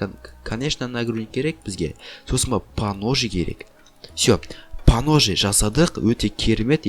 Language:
Kazakh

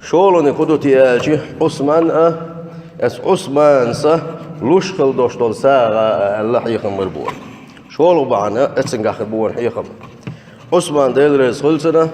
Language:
Chechen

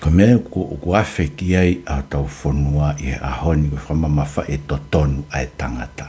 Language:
Tongan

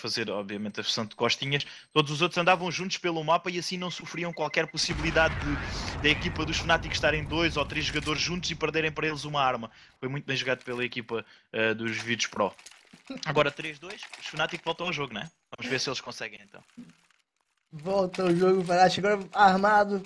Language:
Portuguese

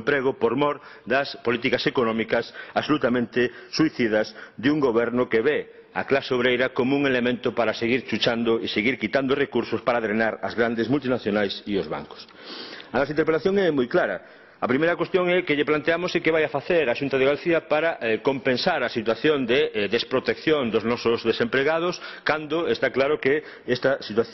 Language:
Galician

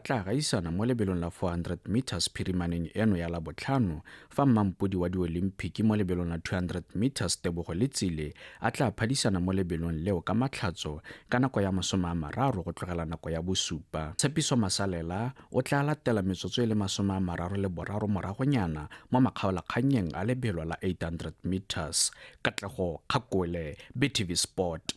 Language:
Tswana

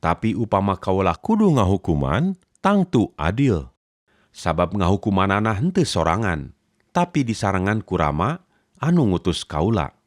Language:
Sundanese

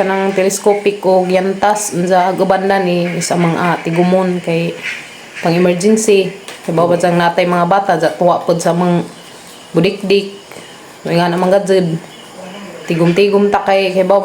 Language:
Cebuano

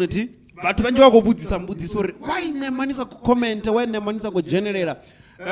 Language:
Venda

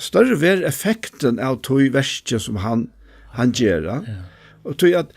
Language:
Faroese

